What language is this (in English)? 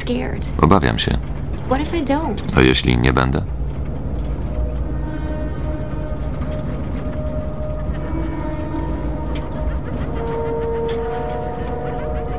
Polish